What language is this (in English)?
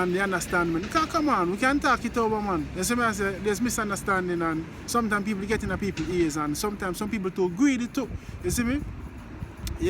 Jamaican Creole English